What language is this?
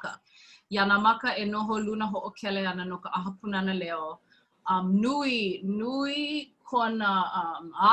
Hawaiian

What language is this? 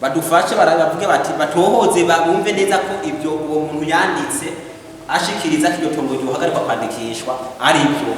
Rundi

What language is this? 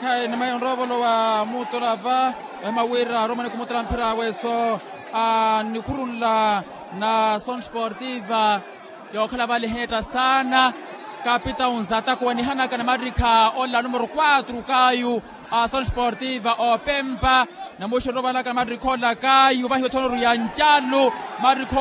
Makhuwa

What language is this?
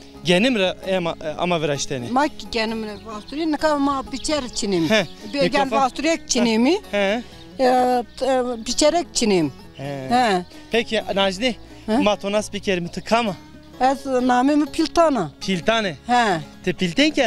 Zaza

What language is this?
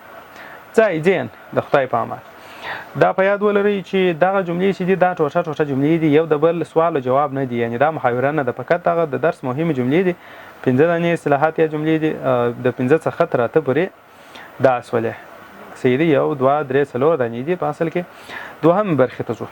Pashto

